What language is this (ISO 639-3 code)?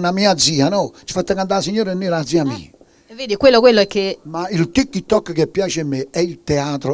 nap